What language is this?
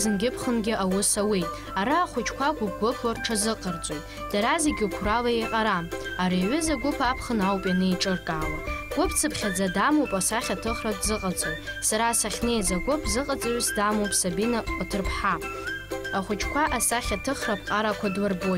Abkhazian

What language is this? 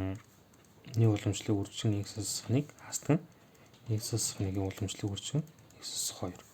Mongolian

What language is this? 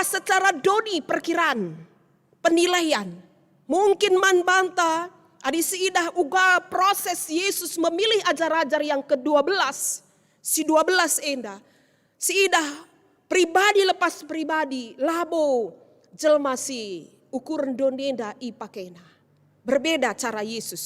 Batak Karo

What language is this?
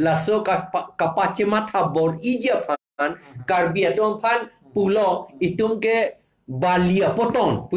Karbi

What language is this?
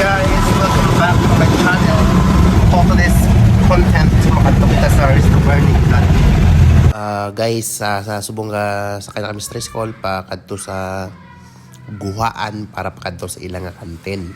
Hiligaynon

